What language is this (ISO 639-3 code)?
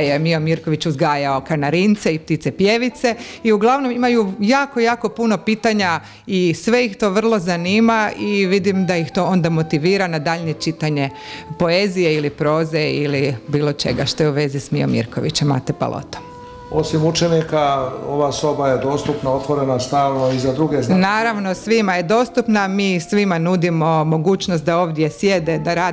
hrv